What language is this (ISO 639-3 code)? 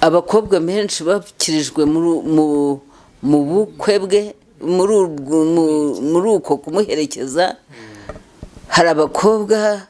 kin